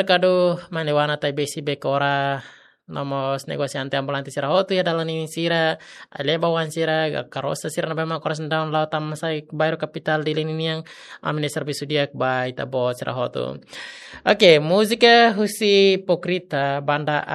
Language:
Tetum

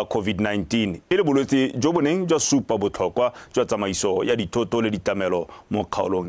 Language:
Tswana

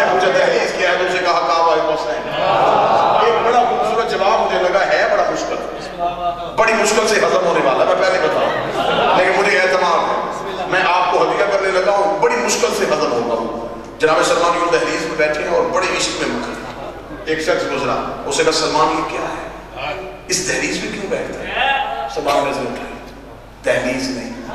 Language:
Urdu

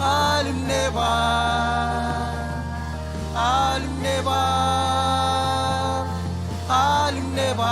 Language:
Marshallese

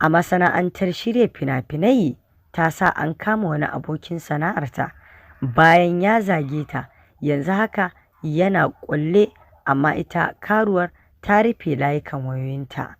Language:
Hausa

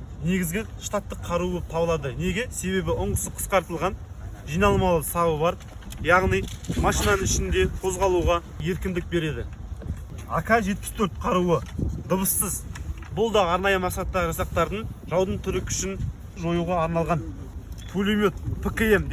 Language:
Kazakh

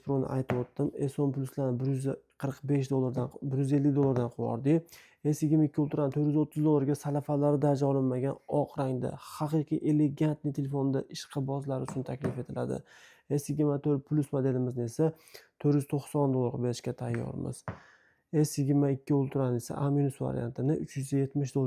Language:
Uzbek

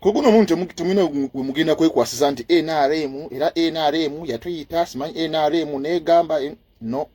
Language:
Ganda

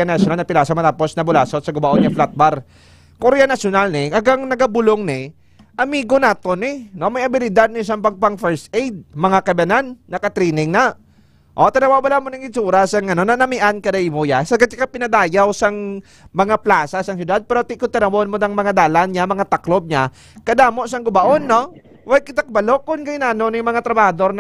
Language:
Hiligaynon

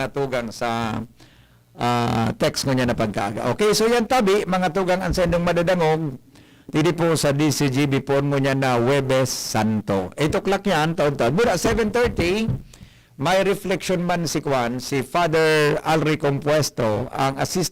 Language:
Bikol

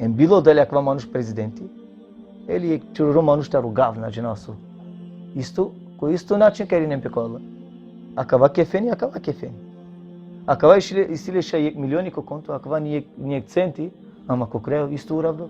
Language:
Balkan Romani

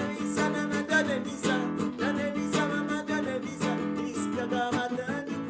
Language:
Morisyen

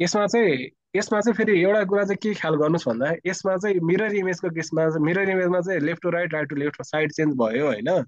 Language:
Nepali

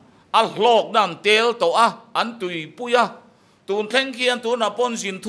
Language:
Mizo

